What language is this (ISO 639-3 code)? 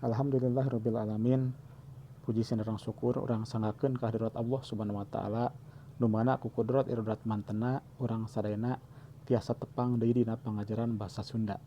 sun